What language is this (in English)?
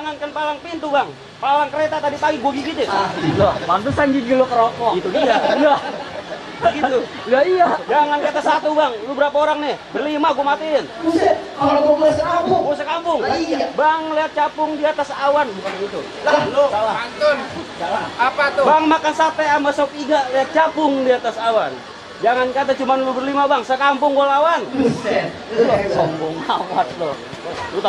Betawi